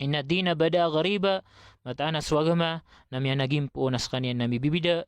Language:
Maranao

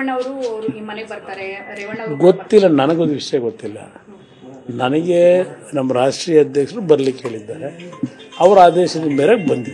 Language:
Kannada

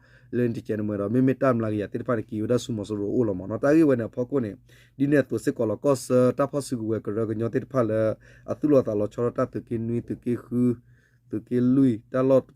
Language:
S'gaw Karen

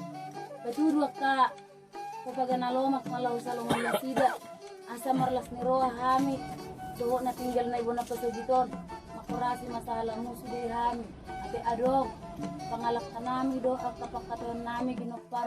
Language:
Batak Toba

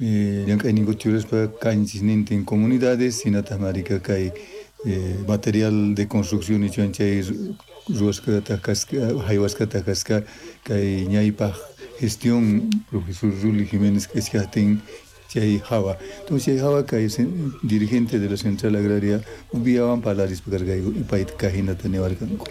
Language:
South Bolivian Quechua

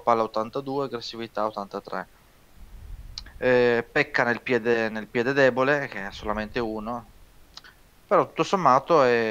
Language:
Italian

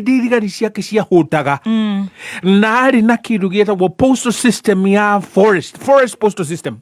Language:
Kikuyu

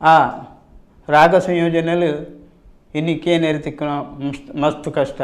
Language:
Tulu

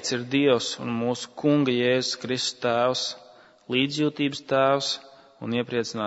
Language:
Latvian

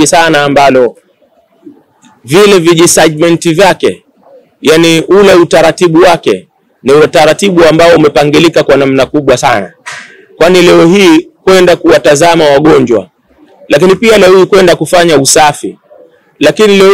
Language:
Swahili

